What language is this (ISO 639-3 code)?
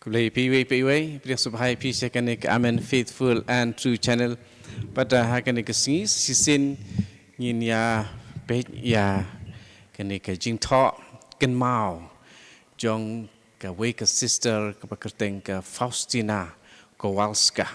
kha